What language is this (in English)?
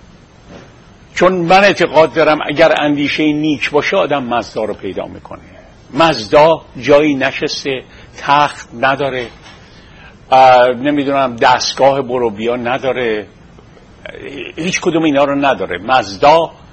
Persian